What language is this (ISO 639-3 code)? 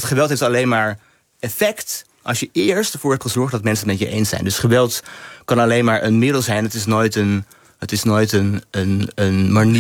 nld